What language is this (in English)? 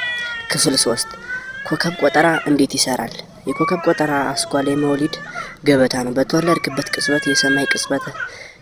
Amharic